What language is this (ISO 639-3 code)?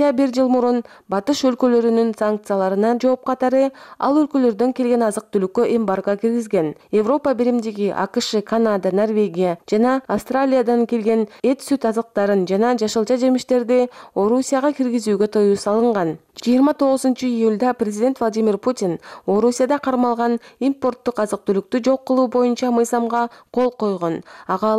kir